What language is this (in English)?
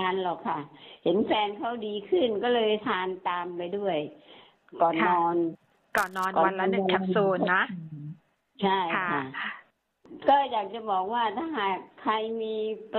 Thai